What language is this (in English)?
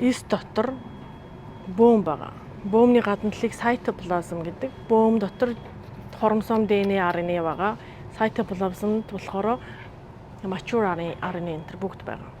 Mongolian